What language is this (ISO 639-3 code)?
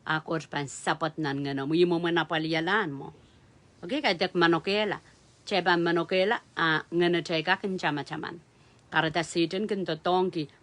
pon